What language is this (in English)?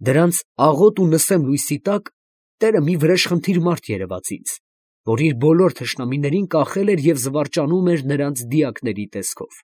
Armenian